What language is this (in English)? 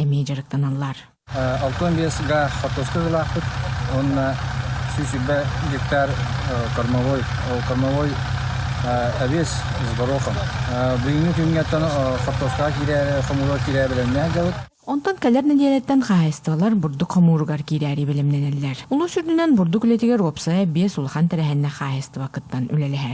Yakut